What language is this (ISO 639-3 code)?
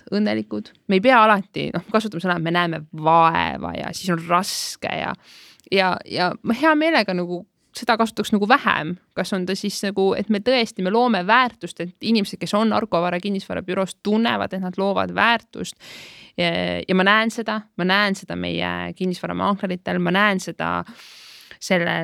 est